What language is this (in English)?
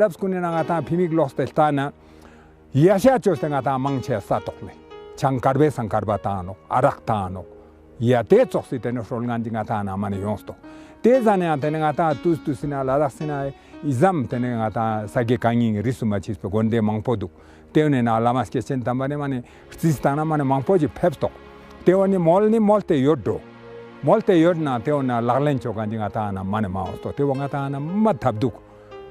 Ladakhi